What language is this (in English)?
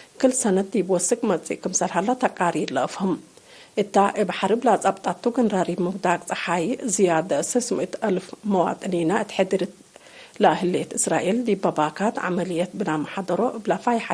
Tigre